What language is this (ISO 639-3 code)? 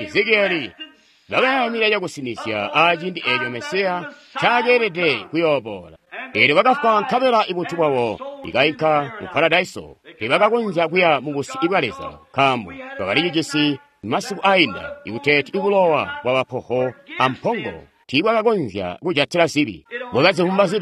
toi